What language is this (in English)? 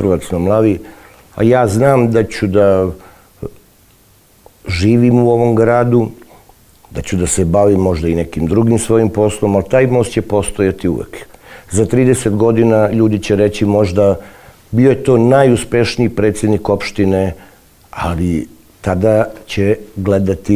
Serbian